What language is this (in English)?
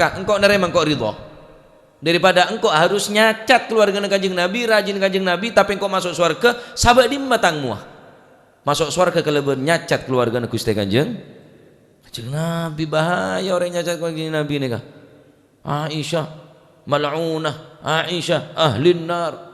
Madurese